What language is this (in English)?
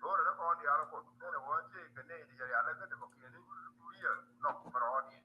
Nuer